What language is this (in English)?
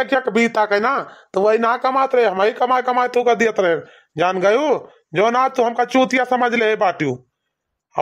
Awadhi